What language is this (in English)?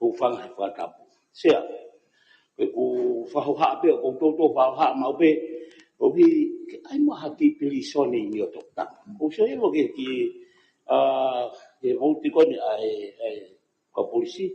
Tongan